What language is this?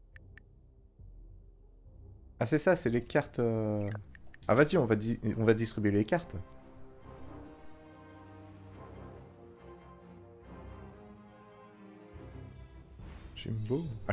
French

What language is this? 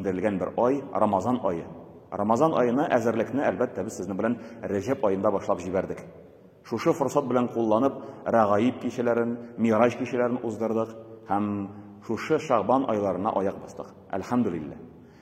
Tatar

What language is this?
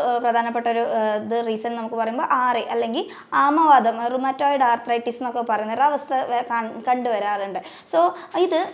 Malayalam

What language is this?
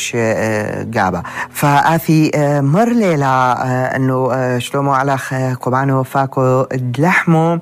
North Levantine Arabic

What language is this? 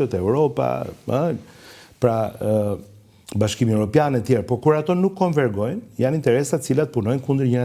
Albanian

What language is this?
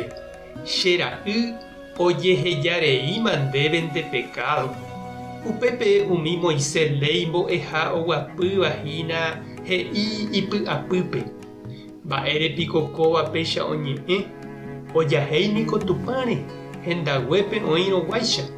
Guarani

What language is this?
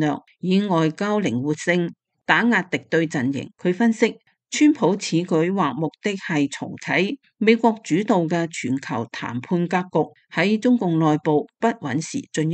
Cantonese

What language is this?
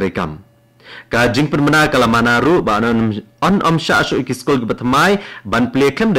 Khasi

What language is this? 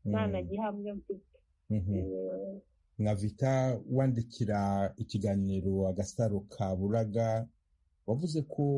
Kinyarwanda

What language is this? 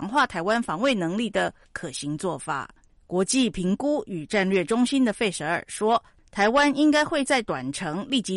Chinese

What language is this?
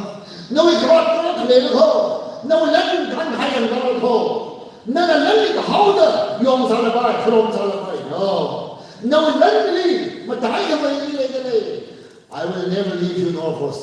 Tangkhul Naga (India)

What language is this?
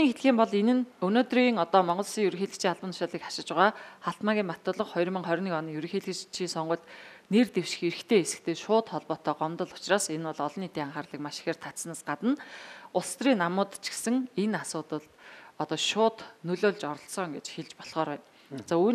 Mongolian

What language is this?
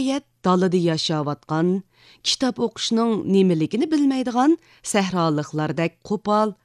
Uyghur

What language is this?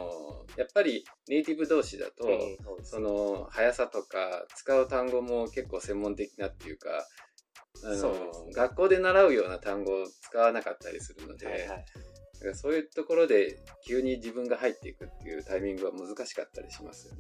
Japanese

